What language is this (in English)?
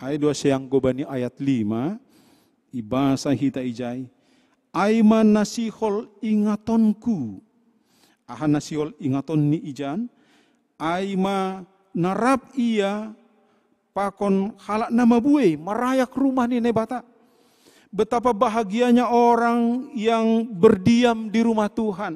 Batak Simalungun